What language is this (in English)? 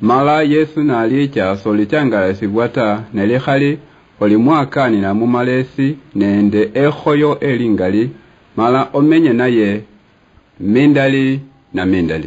Luyia